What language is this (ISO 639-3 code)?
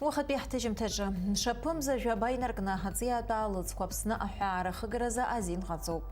abk